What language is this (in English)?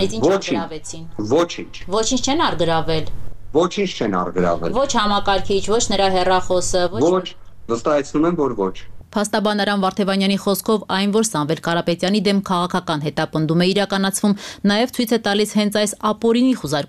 Armenian